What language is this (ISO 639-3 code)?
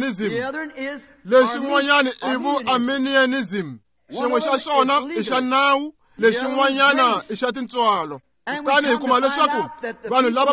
tso